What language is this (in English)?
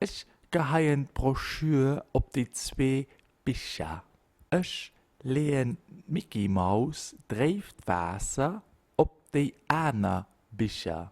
Luxembourgish